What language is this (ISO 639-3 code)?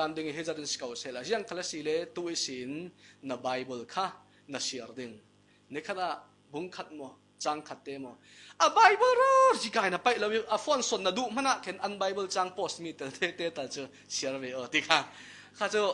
cfm